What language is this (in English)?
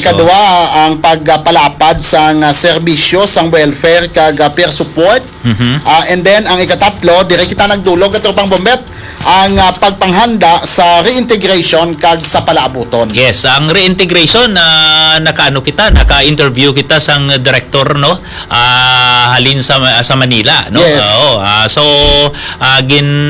Hiligaynon